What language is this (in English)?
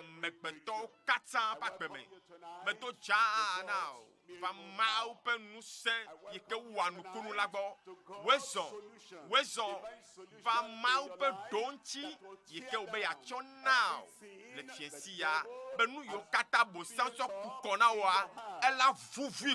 Ewe